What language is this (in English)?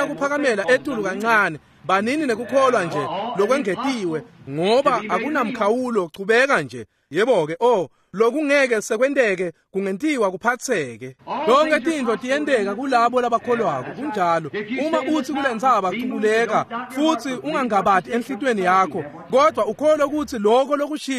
Swati